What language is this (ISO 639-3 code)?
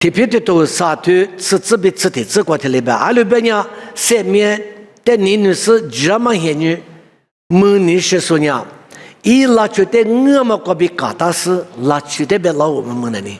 lis